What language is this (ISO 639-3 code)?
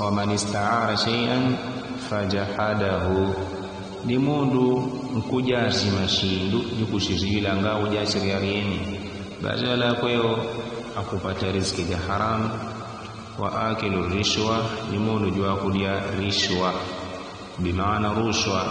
yao